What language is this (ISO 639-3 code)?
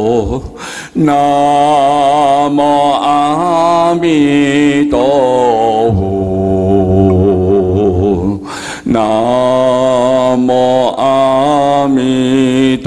nan